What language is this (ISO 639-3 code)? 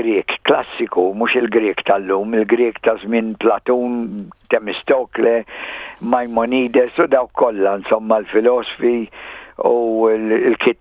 mlt